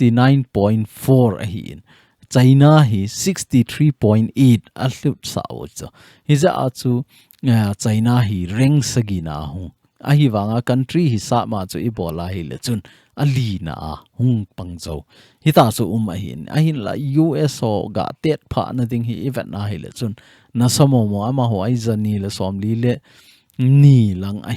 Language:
Thado Chin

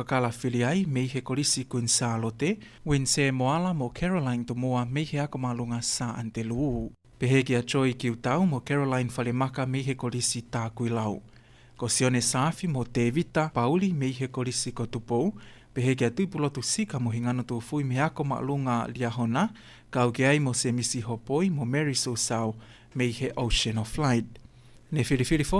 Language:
Tongan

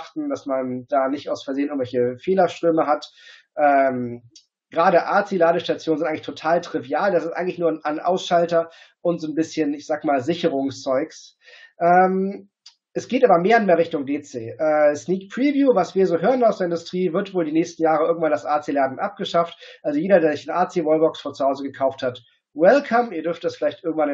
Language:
German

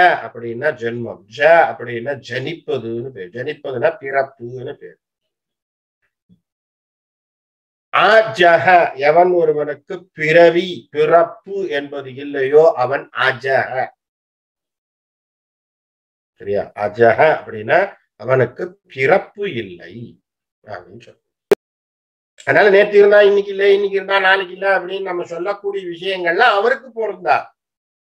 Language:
Tamil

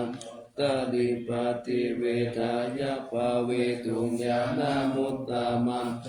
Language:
Pali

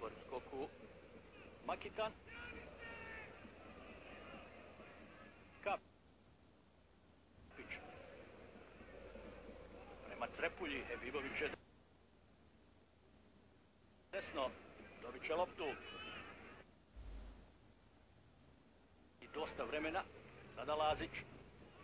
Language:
Croatian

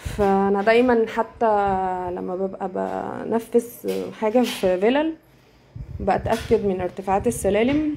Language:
Egyptian Arabic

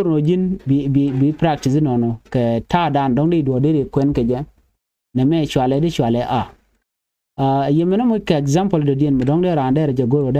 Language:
Nuer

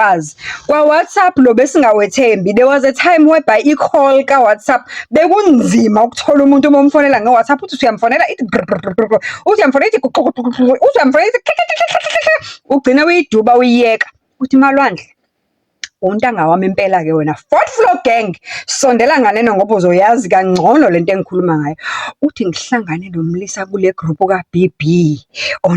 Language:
Zulu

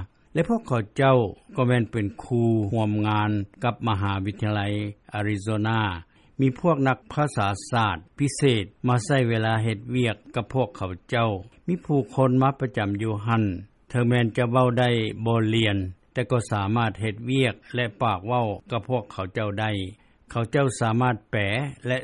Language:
Lao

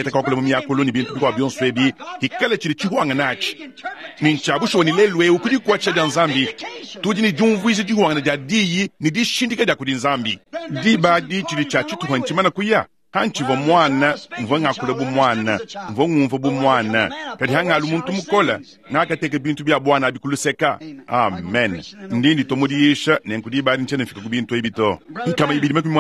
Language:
Luba-Lulua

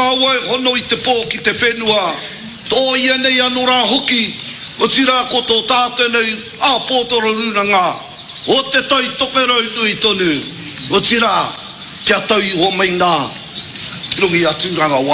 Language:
Māori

